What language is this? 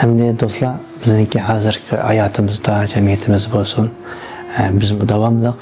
Uyghur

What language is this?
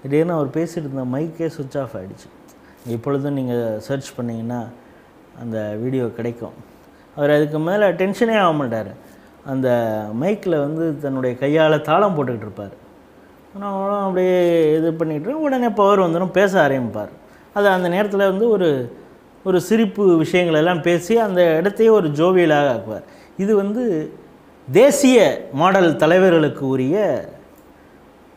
Tamil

